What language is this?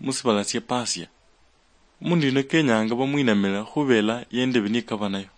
Luyia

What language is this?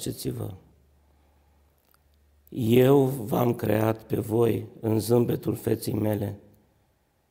Romanian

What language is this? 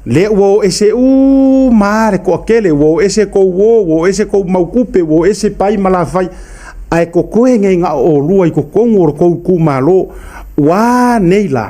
Samoan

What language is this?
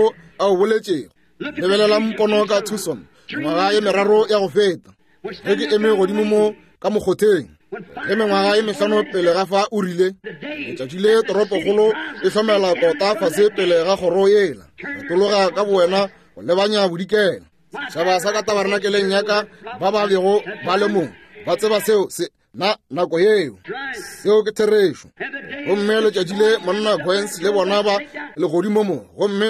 Northern Sotho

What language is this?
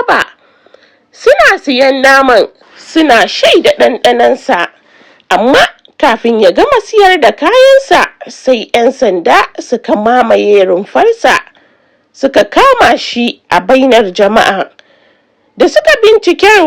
Hausa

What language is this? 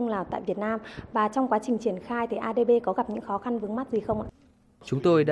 Vietnamese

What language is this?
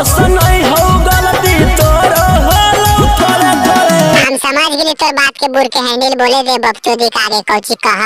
Magahi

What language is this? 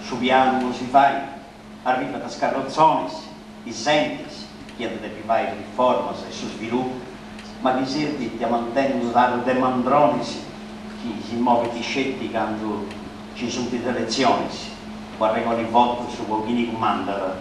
Sardinian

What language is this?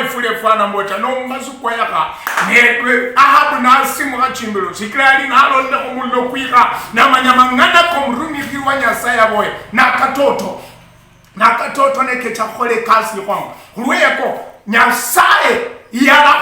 Luyia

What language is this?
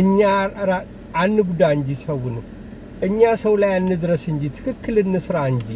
Amharic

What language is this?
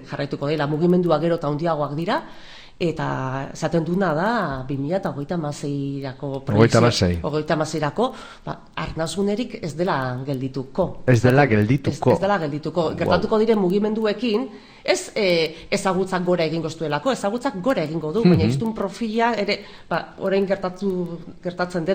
Basque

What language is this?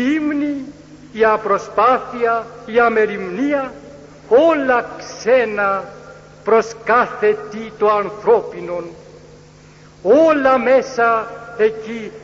Greek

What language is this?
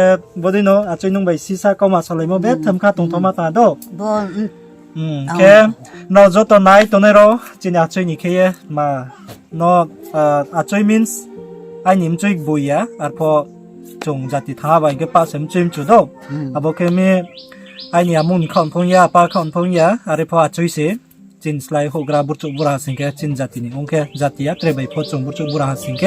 Riang (India)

